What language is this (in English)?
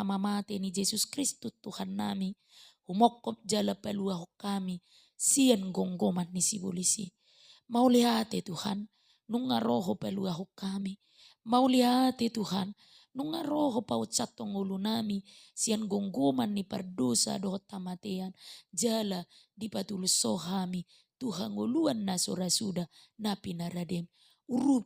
Batak Toba